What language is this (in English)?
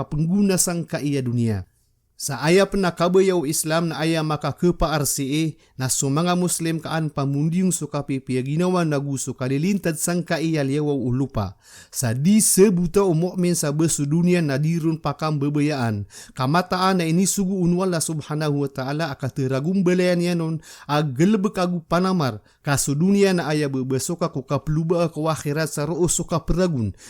Maranao